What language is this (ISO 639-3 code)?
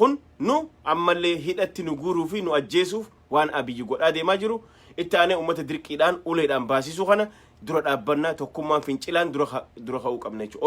orm